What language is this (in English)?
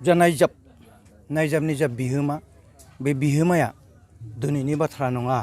Bodo